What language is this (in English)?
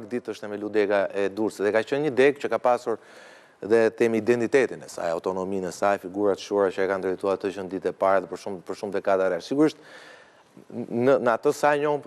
Albanian